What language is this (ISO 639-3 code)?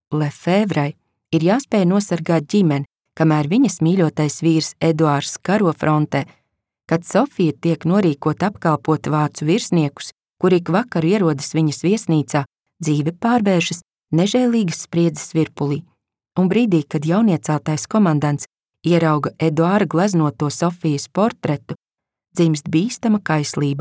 lav